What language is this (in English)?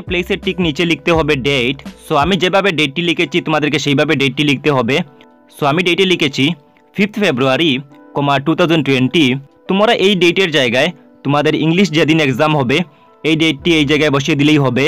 Bangla